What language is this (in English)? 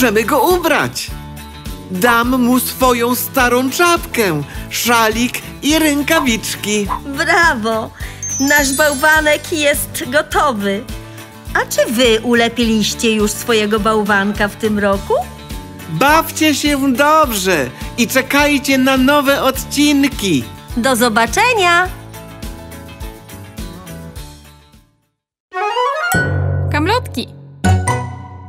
Polish